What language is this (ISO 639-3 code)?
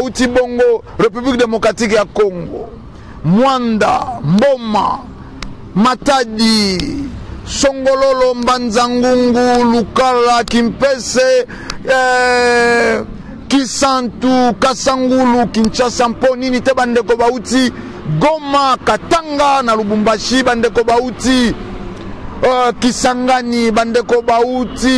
lin